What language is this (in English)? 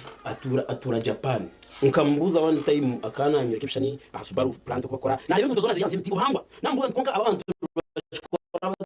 Nyankole